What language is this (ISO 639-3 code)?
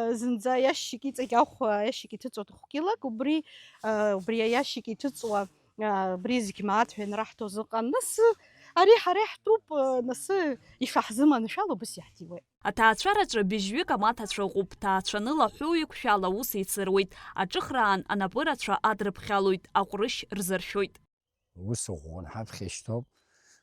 abk